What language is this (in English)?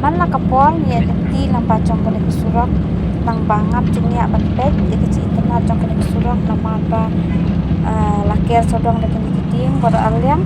Khasi